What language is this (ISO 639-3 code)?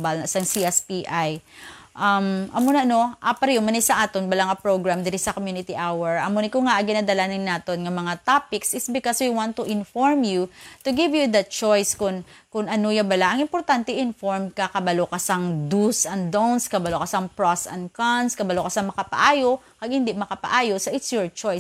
hil